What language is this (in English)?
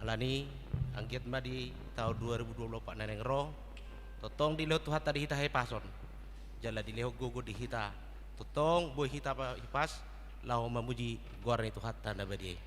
Batak Toba